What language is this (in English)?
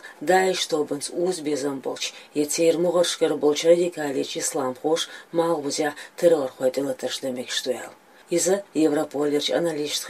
Chechen